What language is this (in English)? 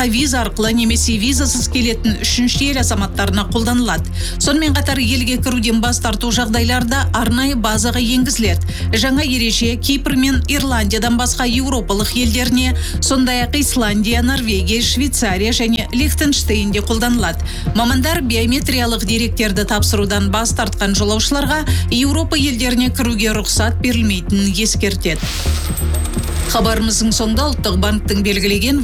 Kazakh